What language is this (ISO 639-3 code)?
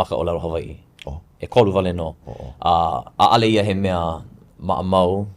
haw